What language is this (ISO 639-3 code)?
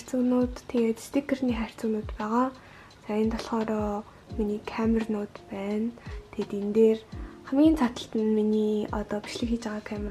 mon